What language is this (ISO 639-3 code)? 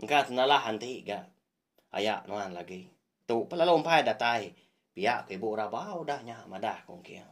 iba